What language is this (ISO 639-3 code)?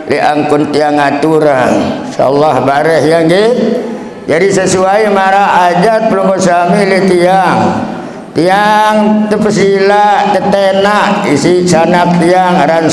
sas